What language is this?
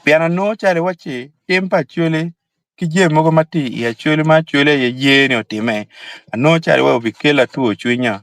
Acoli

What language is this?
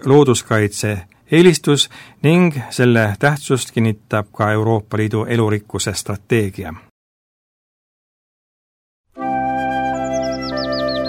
Estonian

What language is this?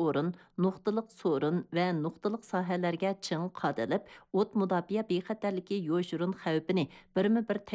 Uyghur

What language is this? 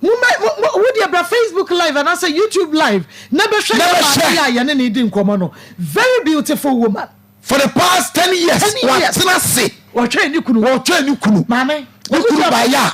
Akan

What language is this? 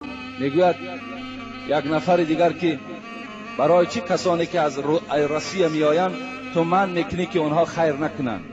Tajik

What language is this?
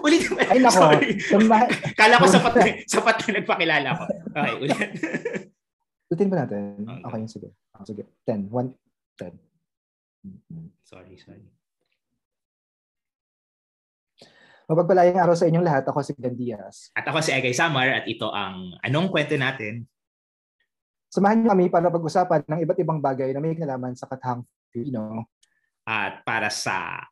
Filipino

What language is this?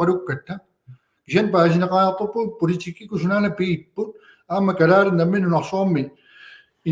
Kalaallisut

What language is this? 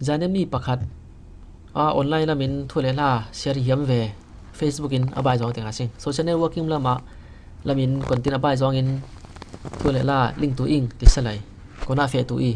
Falam Chin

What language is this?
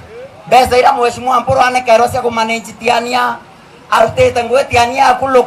Meru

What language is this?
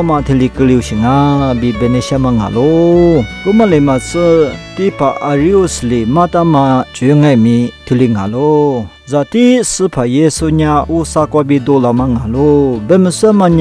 Lisu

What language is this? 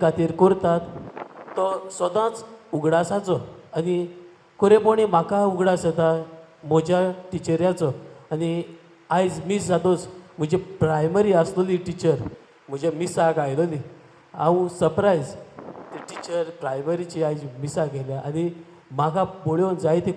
Konkani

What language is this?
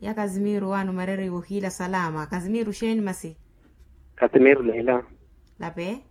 Makhuwa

